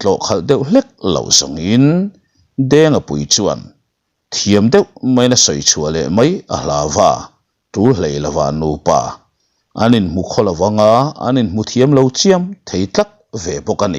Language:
Mizo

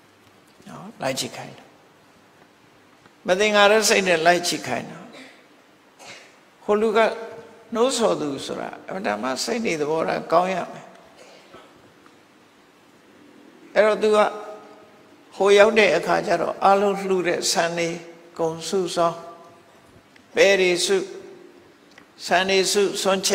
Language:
Burmese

